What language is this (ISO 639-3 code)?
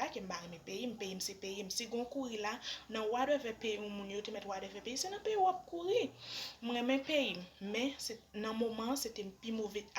hat